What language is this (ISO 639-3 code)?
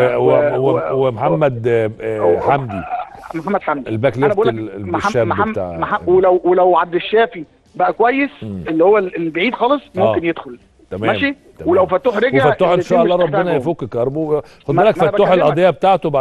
arz